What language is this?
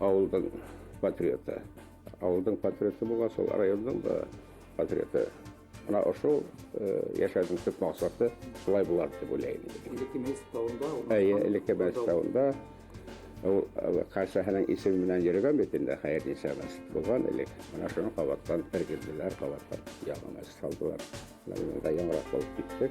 Bashkir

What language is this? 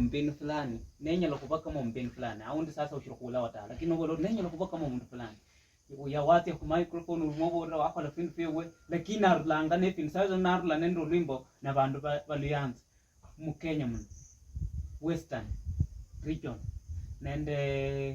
Luyia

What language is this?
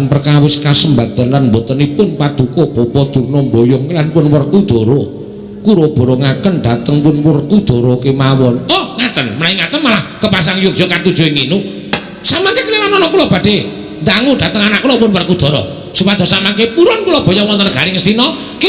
Javanese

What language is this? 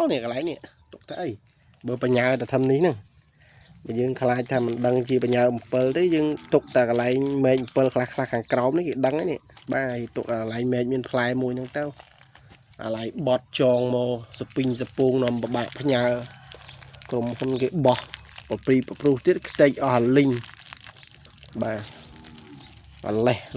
Khmer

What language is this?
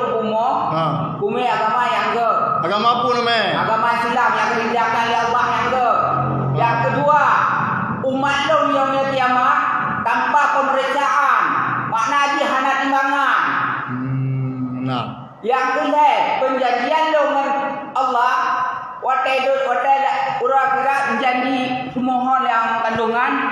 Achinese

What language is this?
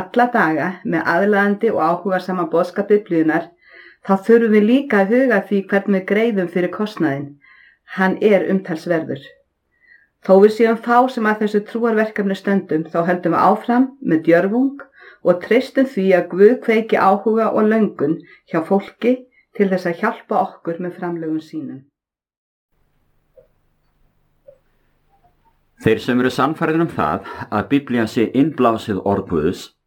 Icelandic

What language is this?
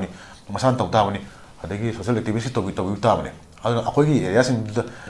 Manipuri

